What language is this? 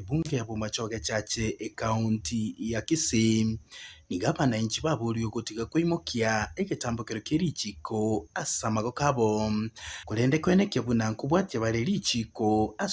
Gusii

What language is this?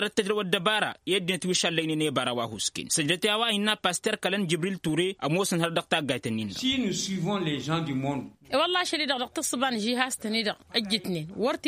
Tamasheq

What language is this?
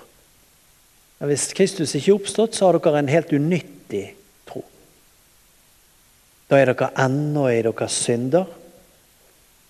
Norwegian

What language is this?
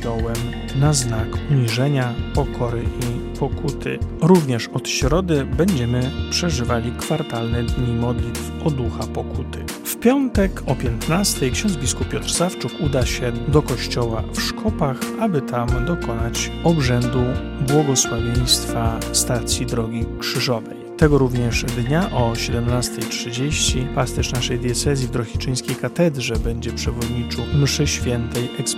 Polish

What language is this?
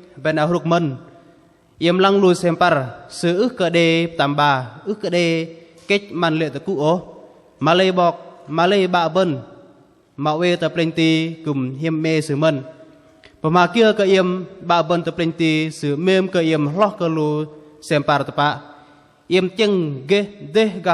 Bahnar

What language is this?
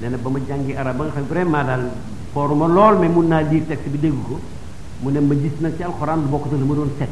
Wolof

